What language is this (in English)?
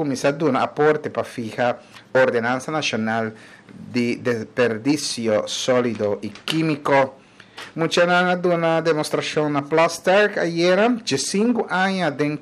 Papiamento